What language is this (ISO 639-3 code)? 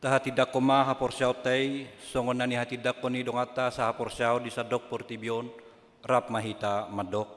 bbc